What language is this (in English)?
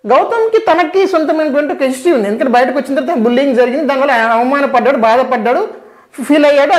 Telugu